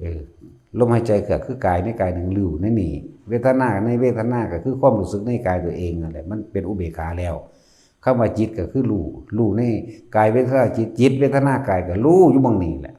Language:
Lao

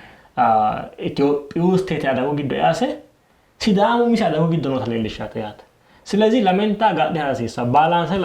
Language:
Sidamo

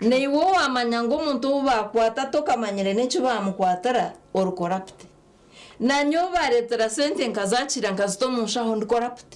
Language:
Nyankole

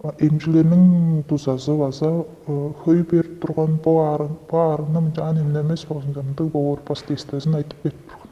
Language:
Tuvinian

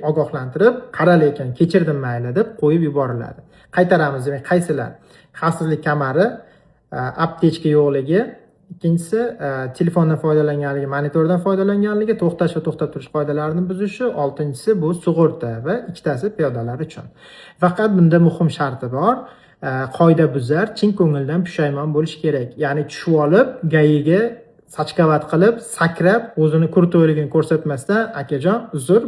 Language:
Uzbek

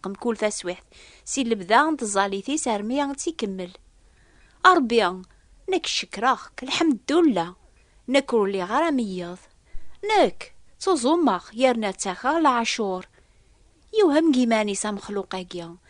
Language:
Kabyle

